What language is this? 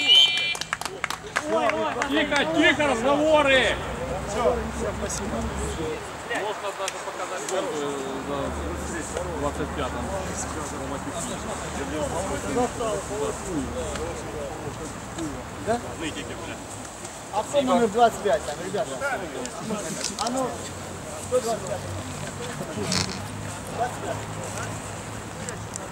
Russian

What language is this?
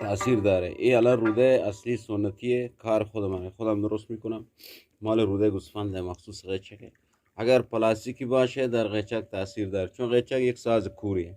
Eastern Balochi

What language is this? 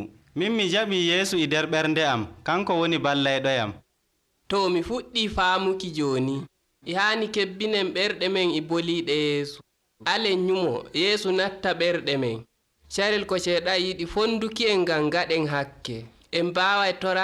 Nigerian Fulfulde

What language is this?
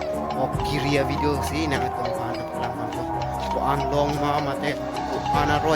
Karbi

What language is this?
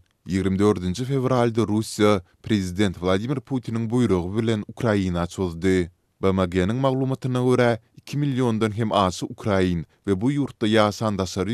Turkmen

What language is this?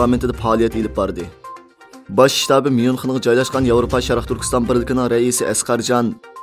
Uyghur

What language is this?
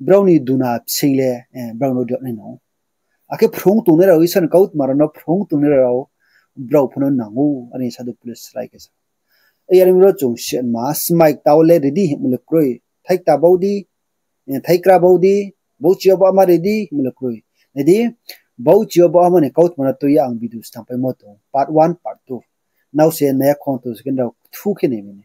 Riang (India)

